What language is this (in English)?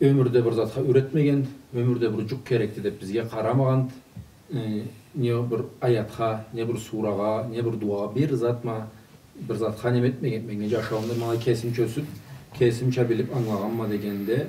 Karachay-Balkar